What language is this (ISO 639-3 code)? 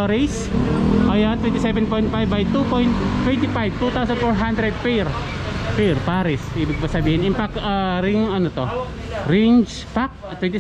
fil